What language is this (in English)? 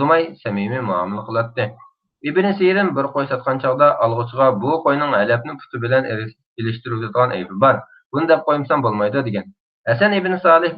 Uyghur